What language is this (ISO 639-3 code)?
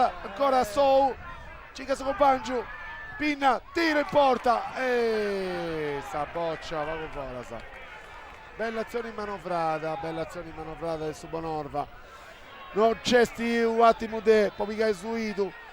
srd